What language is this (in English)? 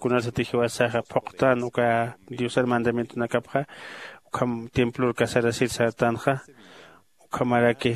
Aymara